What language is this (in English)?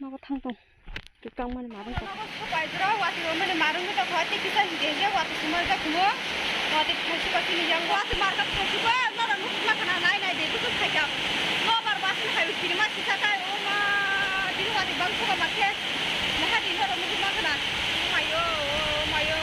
Kok Borok